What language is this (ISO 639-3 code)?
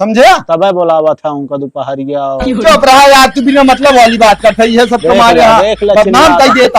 awa